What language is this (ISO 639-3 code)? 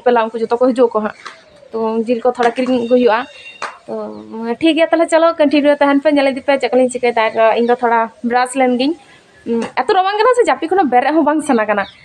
sat